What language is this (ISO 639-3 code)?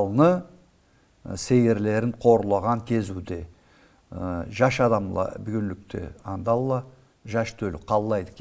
krc